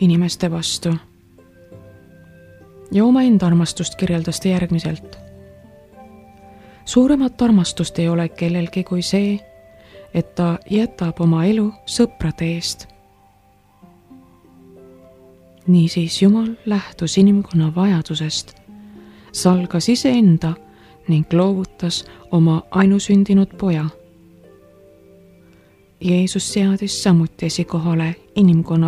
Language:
Estonian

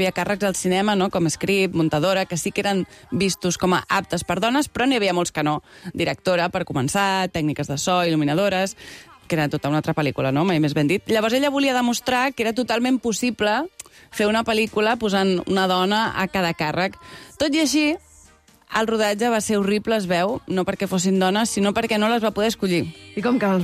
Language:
Catalan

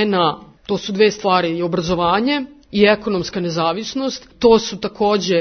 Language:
Serbian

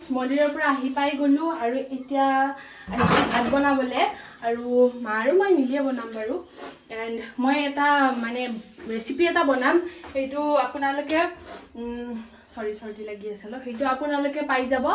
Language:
Assamese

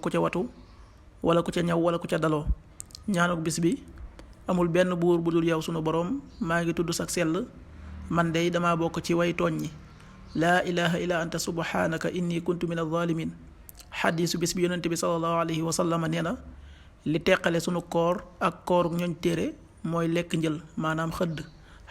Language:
Wolof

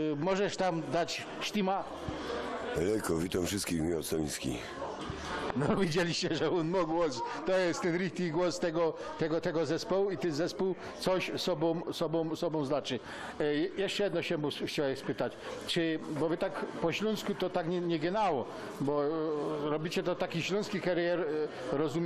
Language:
Silesian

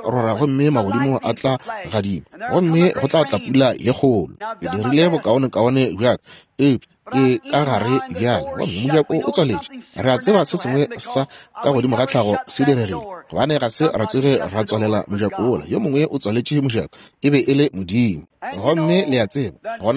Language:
Northern Sotho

